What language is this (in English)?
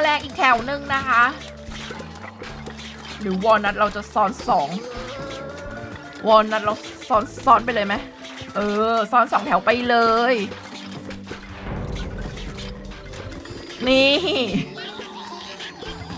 Thai